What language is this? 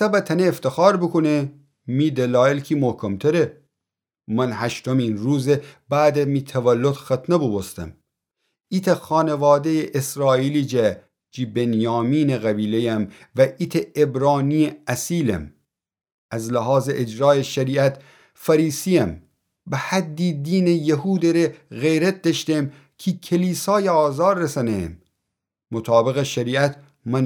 Gilaki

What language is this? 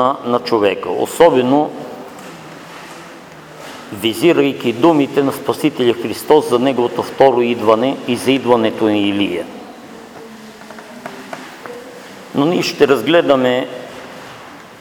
Bulgarian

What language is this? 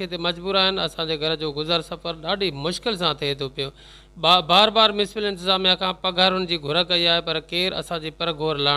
Sindhi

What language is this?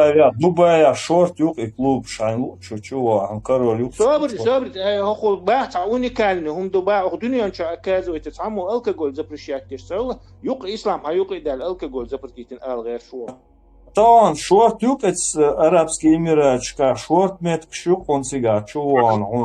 Chechen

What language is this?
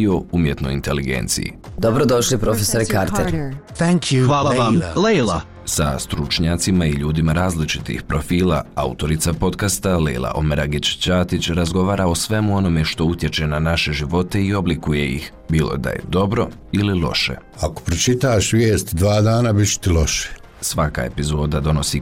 Bosnian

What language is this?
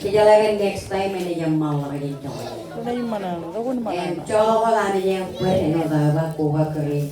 Marshallese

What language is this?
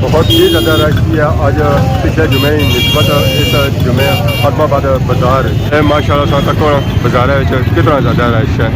Pahari-Potwari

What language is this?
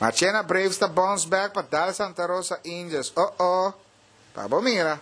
Papiamento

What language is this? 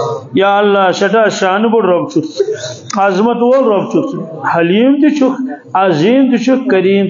Kashmiri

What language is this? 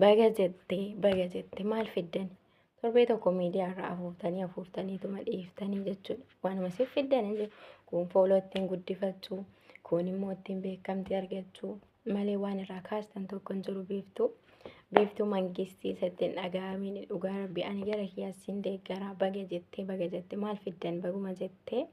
Oromo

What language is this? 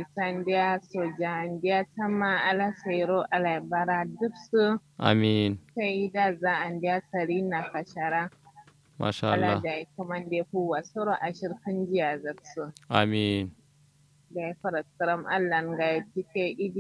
Kanuri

